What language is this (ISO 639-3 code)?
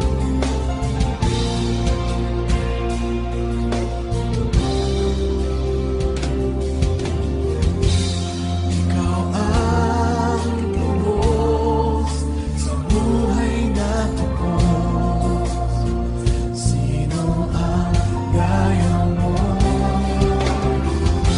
fil